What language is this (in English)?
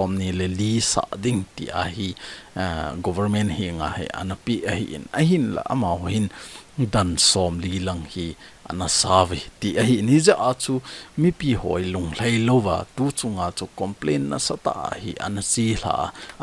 Thado Chin